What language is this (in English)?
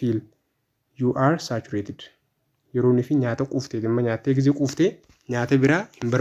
Oromo